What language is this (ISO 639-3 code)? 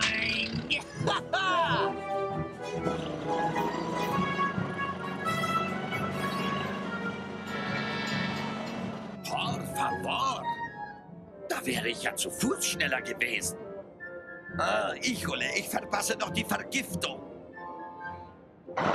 deu